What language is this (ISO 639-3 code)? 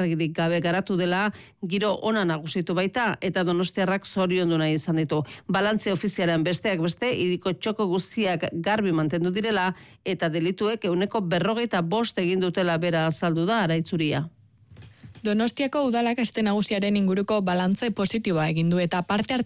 eus